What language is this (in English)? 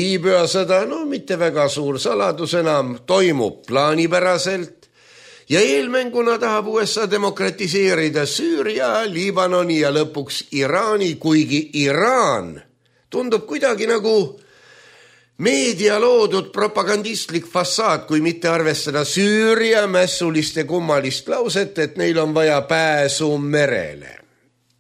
Estonian